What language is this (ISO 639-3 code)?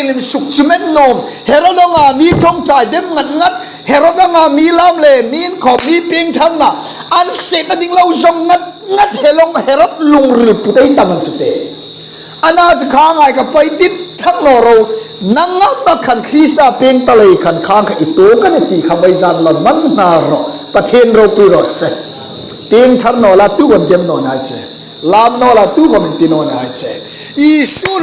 hmr